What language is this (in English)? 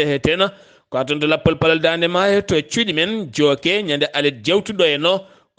Fula